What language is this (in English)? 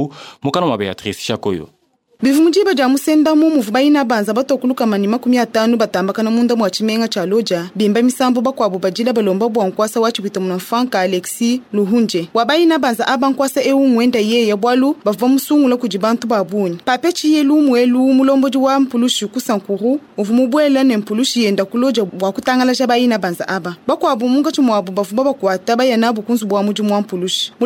Luba-Lulua